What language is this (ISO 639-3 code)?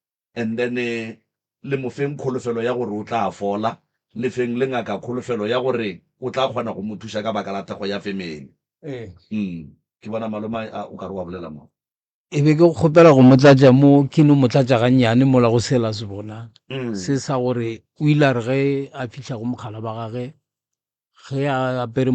nso